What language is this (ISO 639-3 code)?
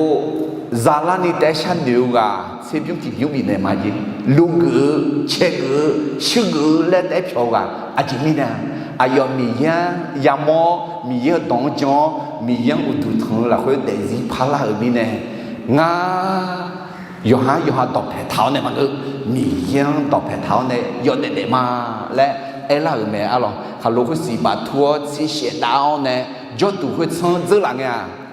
ahk